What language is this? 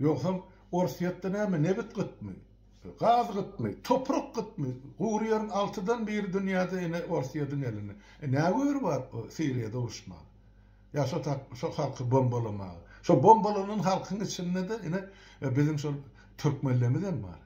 Turkmen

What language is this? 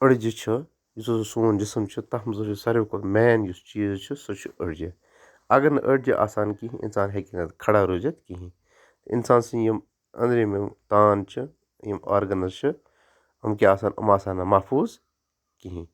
Kashmiri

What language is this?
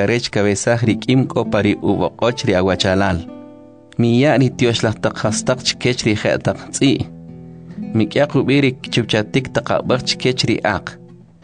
Kʼicheʼ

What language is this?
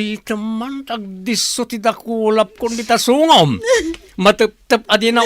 Iloko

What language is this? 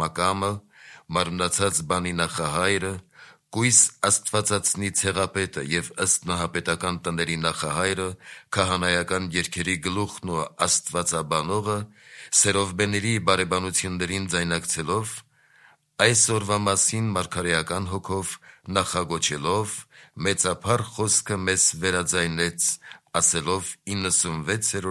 Armenian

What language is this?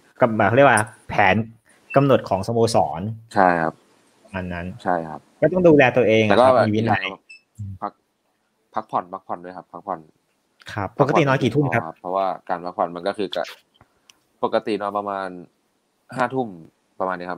Thai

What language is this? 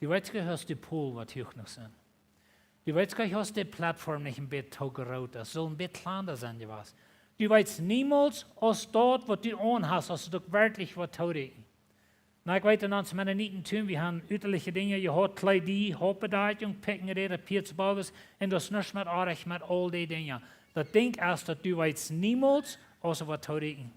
Plautdietsch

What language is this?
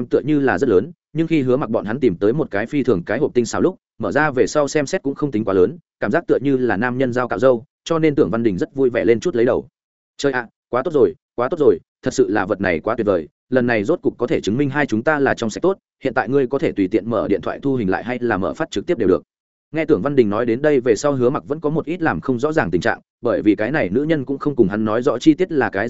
Vietnamese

